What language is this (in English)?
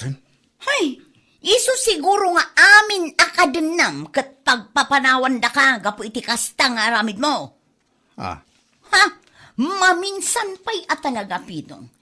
Iloko